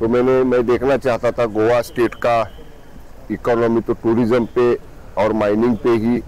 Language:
Konkani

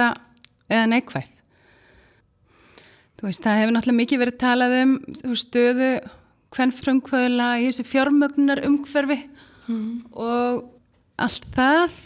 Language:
Icelandic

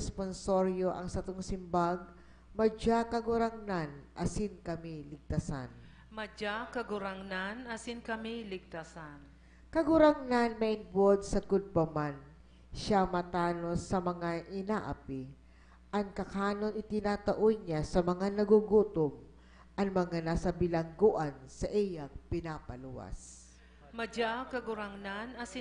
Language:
Bikol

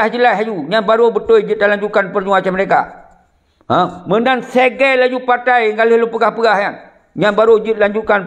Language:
Achinese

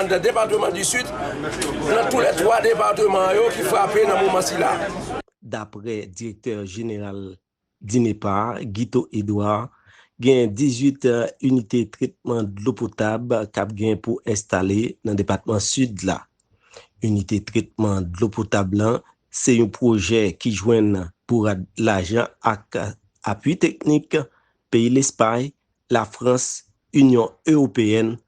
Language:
Haitian Creole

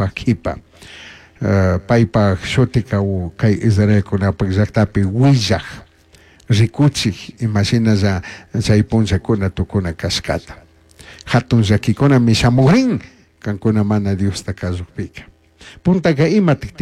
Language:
Chimborazo Highland Quichua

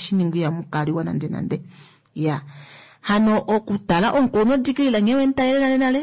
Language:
Kuanyama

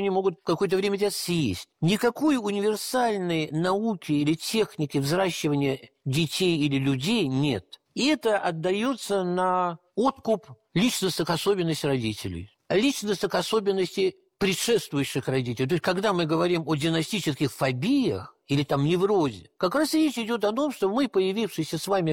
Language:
Russian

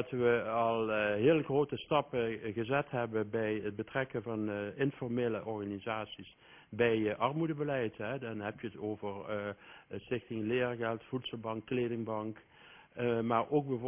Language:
Dutch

